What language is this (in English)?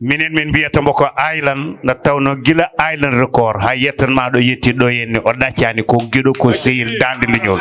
Fula